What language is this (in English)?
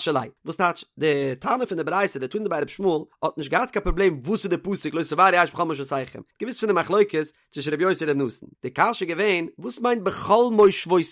Yiddish